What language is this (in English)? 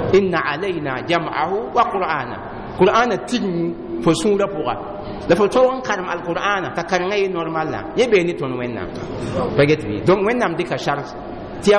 Mossi